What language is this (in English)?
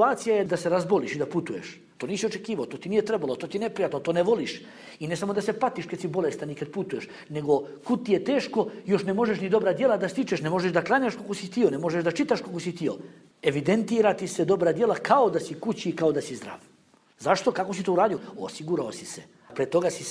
Bosnian